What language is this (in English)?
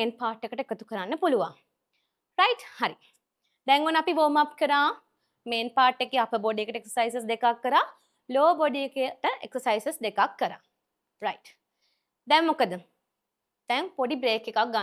Sinhala